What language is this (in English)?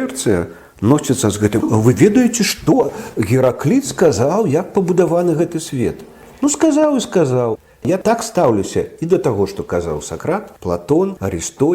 Belarusian